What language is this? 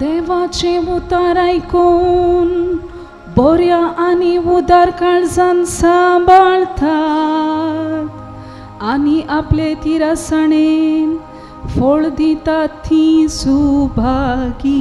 Konkani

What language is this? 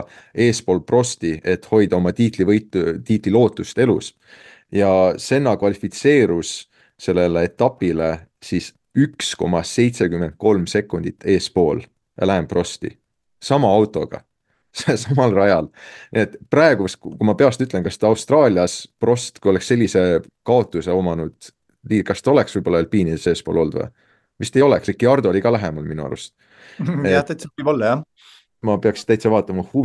Estonian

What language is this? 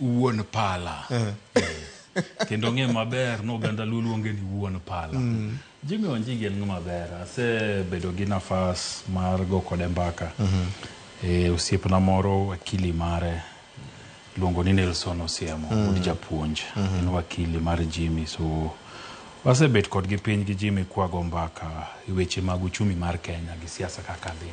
Luo (Kenya and Tanzania)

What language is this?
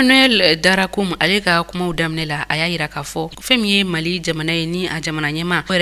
Bambara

